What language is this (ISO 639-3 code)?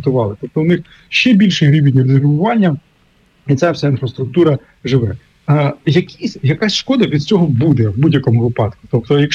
ukr